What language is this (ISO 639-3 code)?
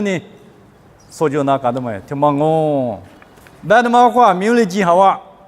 lis